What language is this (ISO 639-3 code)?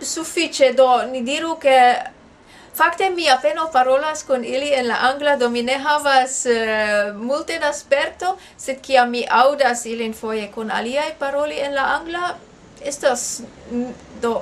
epo